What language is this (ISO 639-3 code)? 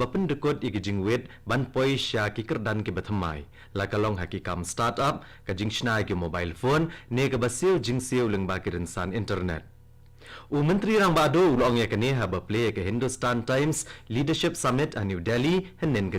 kha